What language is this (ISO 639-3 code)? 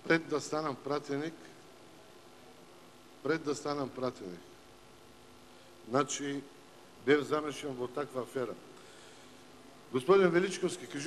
mkd